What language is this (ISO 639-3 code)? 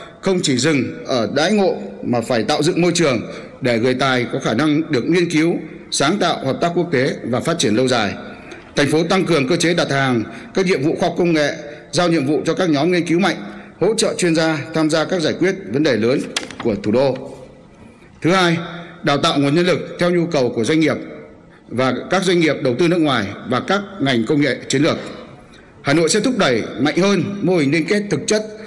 vie